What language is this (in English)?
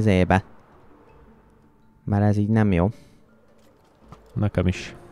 Hungarian